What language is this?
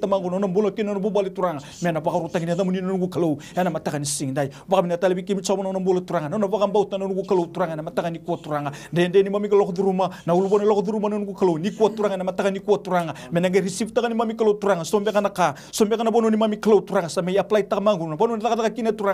Fijian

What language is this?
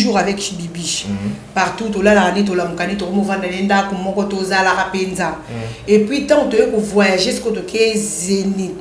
Lingala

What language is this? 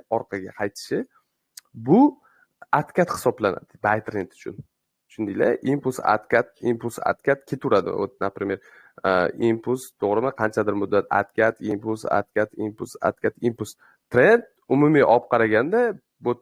Uzbek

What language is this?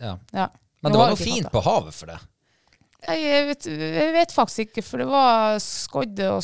Norwegian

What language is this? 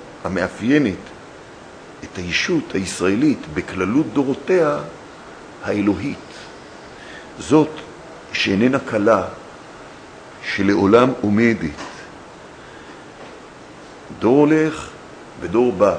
Hebrew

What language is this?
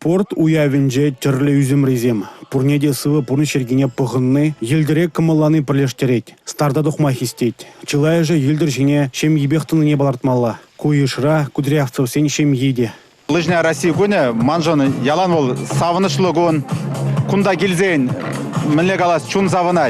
Chuvash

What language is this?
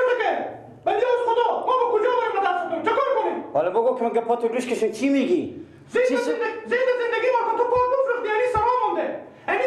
Persian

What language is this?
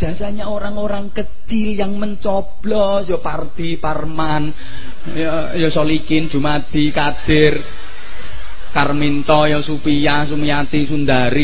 Indonesian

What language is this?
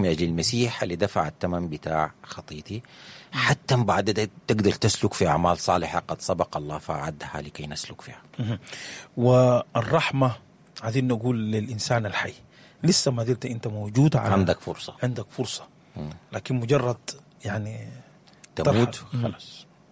Sudanese Arabic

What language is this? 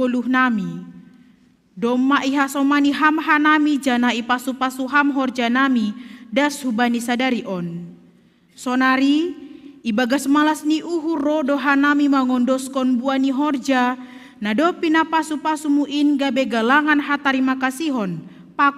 Batak Simalungun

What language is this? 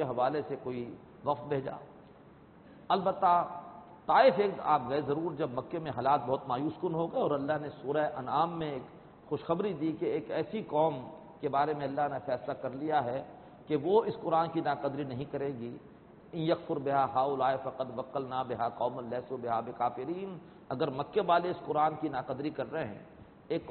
Urdu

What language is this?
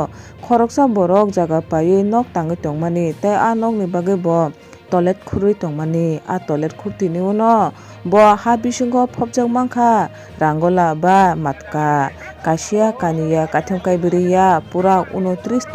Kok Borok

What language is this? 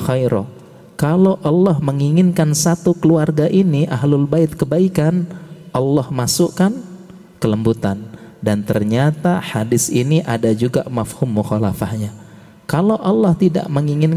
Indonesian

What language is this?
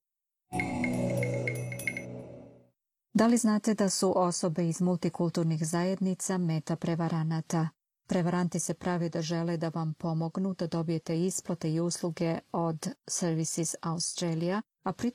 Serbian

